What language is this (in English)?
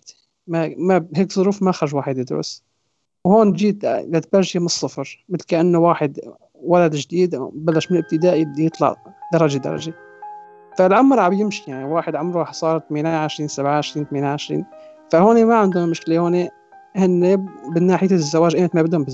North Levantine Arabic